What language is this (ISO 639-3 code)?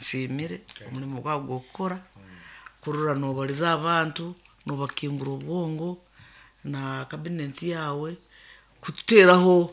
nyn